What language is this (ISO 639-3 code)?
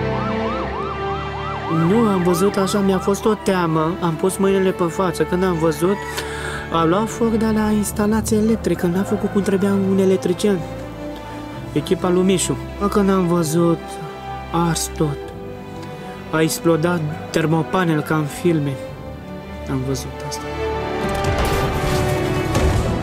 ron